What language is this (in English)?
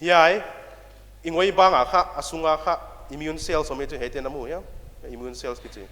Paite Chin